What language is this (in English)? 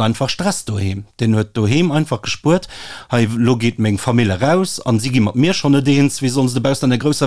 Luxembourgish